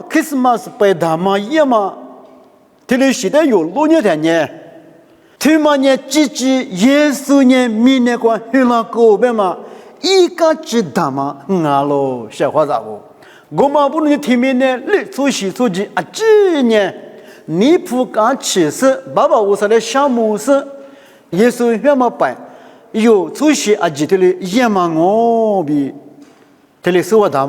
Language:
Lisu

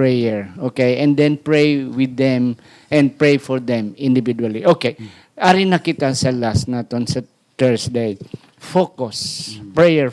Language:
Hiligaynon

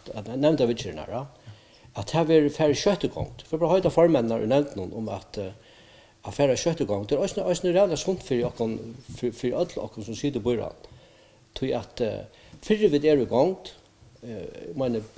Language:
Faroese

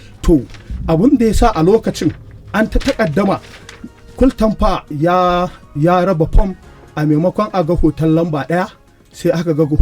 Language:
Hausa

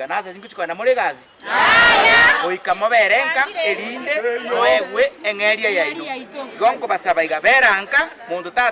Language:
Gusii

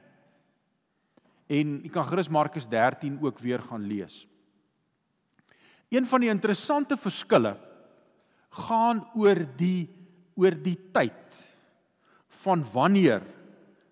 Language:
Afrikaans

